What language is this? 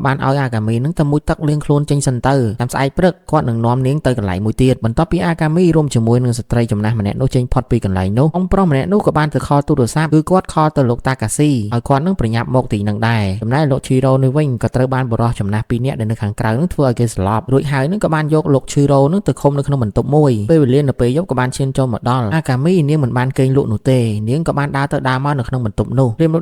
Khmer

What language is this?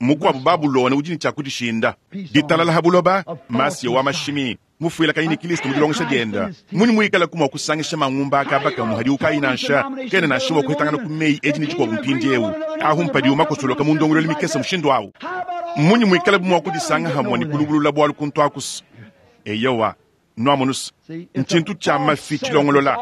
Luba-Lulua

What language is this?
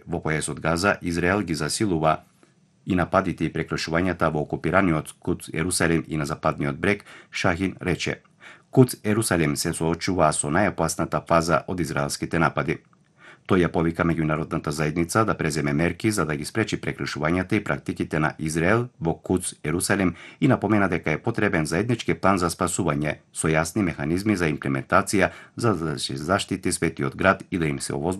Macedonian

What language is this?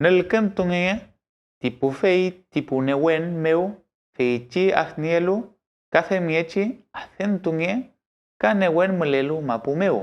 Mapuche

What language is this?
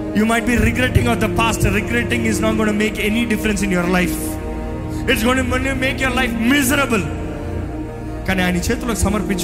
Telugu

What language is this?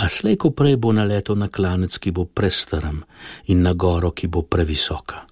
Slovenian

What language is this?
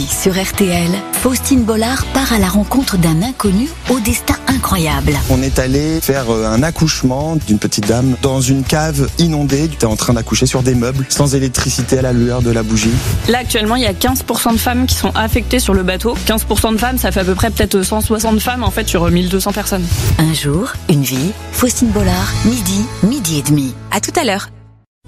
French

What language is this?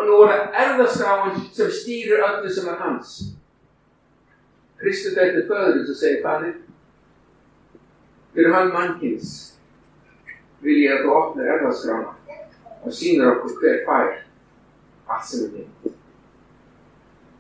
Icelandic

